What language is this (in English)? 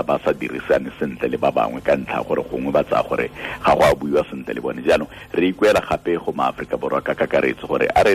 Tswana